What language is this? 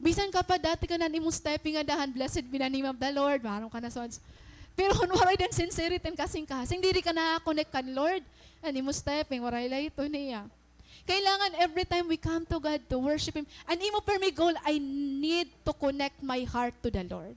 Waray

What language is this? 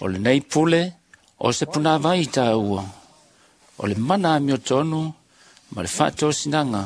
Samoan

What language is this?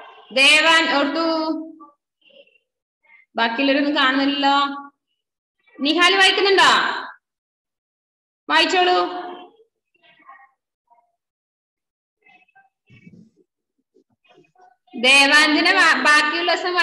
Malayalam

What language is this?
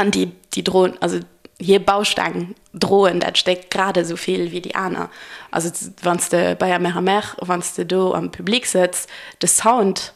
Luxembourgish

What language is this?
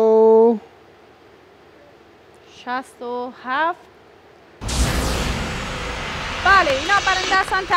Persian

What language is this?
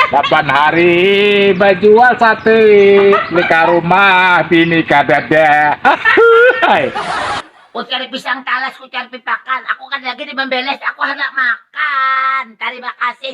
Banjar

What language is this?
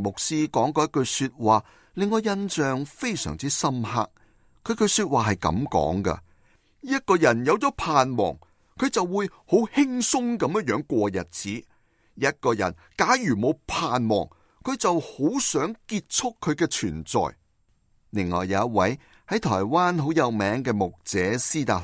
Cantonese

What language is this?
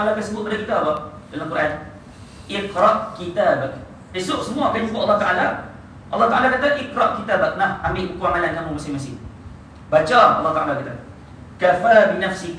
Malay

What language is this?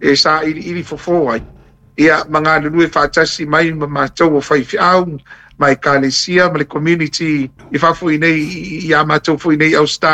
Samoan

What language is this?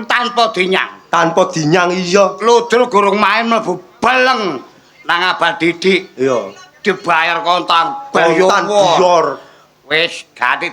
Javanese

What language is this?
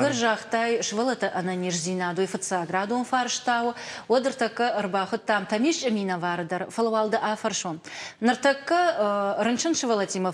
Ossetic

